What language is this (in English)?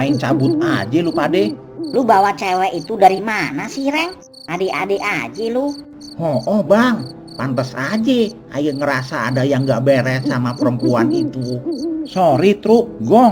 Betawi